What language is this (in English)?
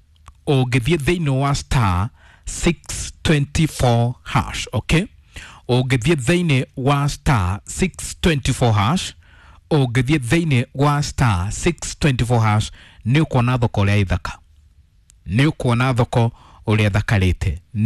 Kikuyu